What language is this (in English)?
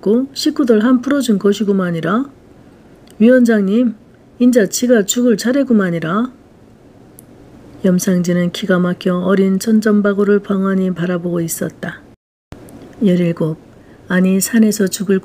Korean